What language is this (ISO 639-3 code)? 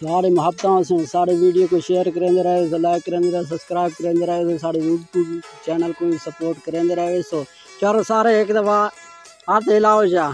skr